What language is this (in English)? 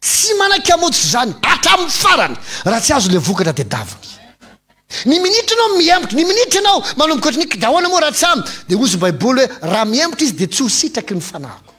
Malagasy